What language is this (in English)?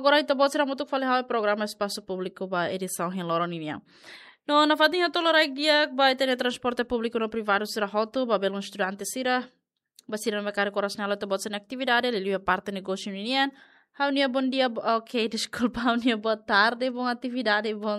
Tetum